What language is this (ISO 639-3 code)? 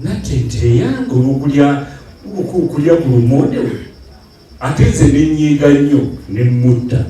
lug